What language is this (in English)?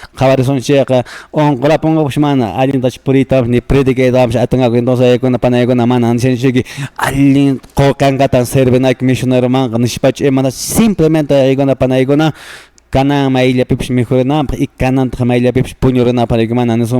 Quechua